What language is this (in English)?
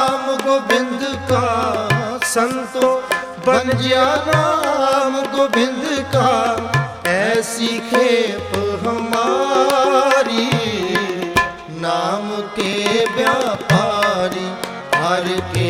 Hindi